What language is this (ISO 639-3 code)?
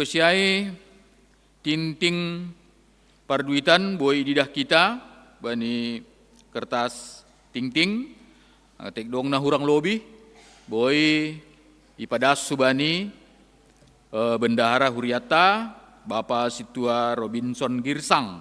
bts